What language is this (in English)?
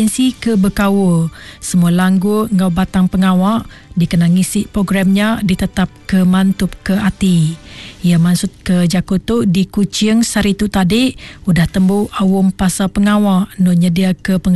Iban